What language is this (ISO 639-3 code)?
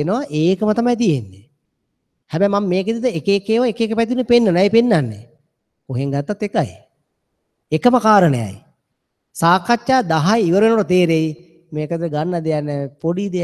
sin